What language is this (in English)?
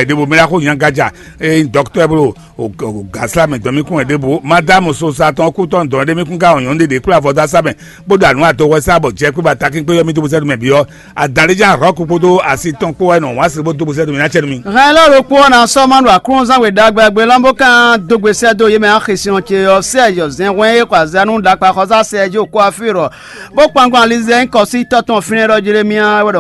Fon